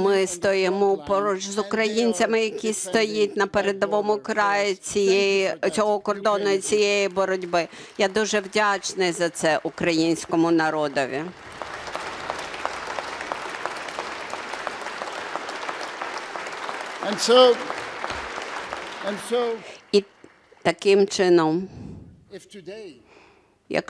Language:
Ukrainian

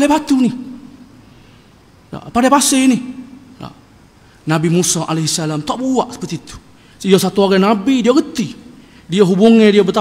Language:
Malay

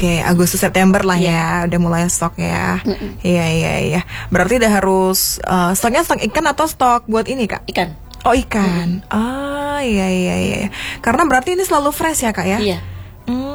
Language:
Indonesian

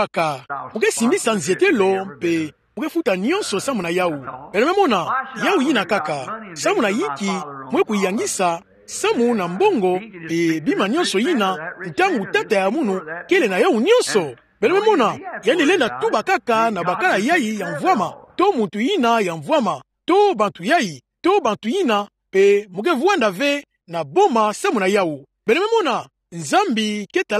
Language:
Kituba (Democratic Republic of Congo)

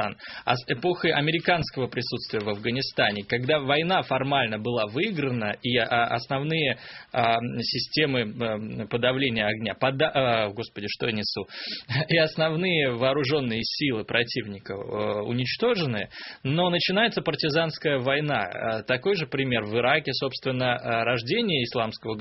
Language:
Russian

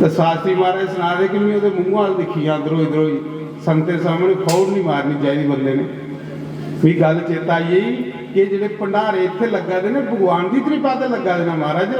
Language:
Dogri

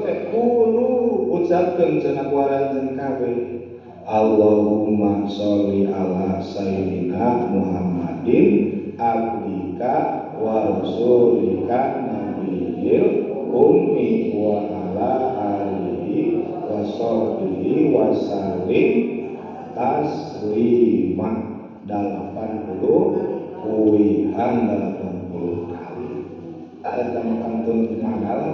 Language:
Sundanese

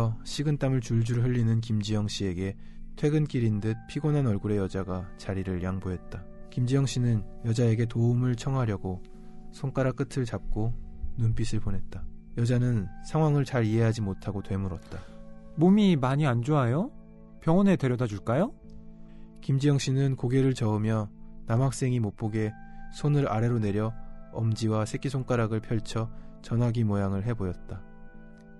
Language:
Korean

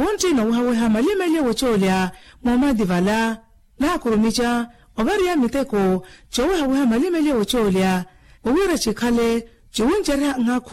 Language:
Makhuwa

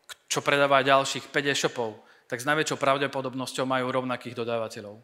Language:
Slovak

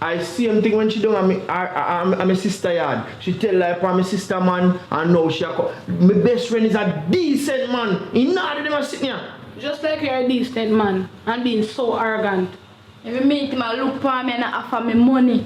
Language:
Jamaican Creole English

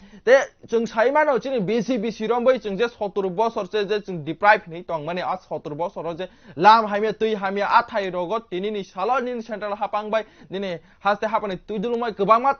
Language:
Kok Borok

